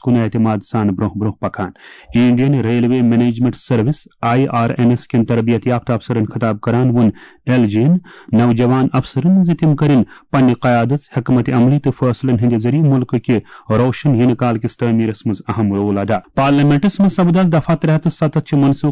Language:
Kashmiri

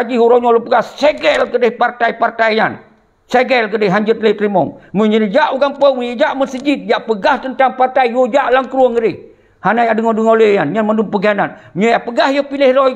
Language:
Achinese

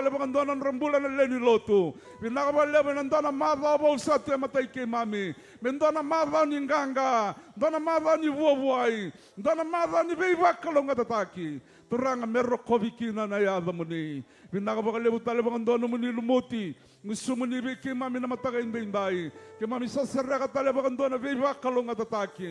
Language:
Fijian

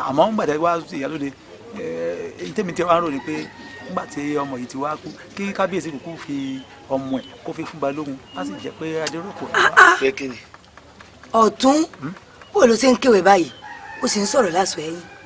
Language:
Yoruba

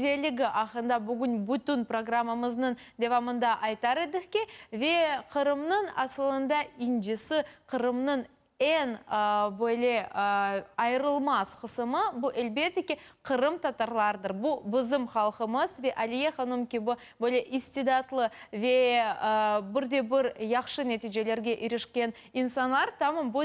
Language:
Crimean Tatar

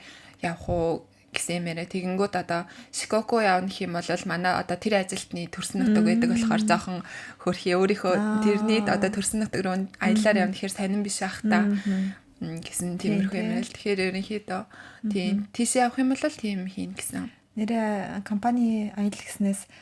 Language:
Mongolian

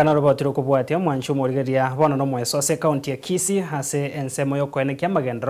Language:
Gusii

